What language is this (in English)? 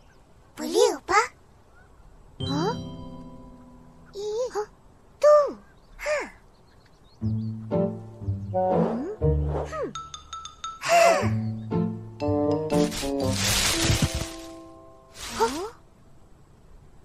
Malay